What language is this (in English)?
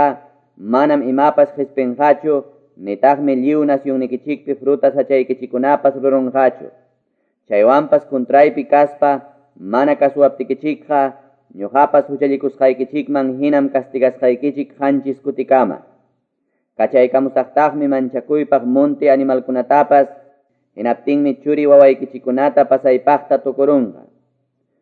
Quechua